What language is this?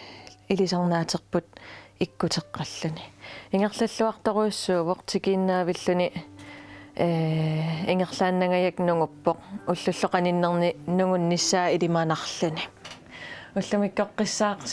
Kalaallisut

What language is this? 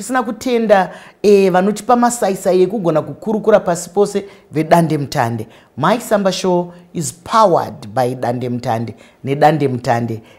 Shona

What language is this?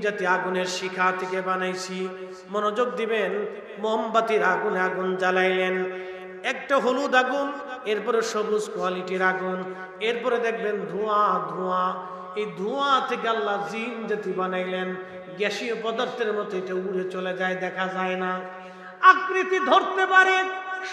Bangla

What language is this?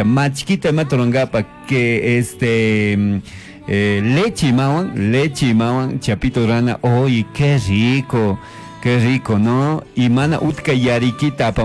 Chimborazo Highland Quichua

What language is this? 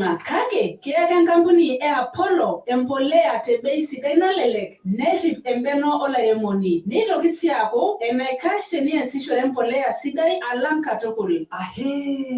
Masai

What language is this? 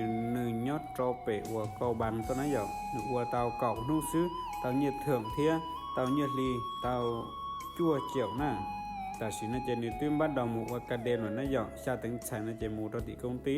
Hmong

